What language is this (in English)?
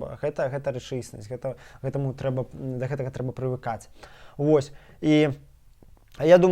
Belarusian